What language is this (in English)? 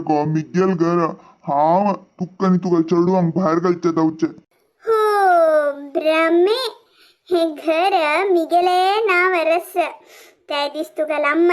Konkani